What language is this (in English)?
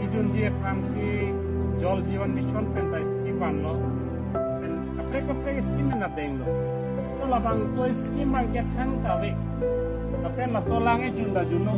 Karbi